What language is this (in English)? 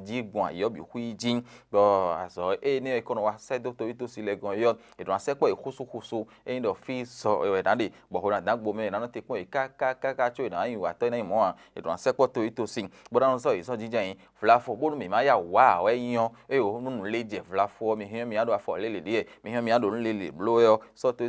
Fon